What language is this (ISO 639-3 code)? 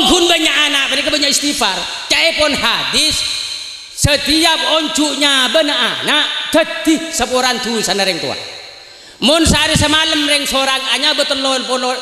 mad